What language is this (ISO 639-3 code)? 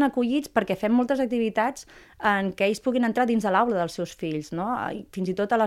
cat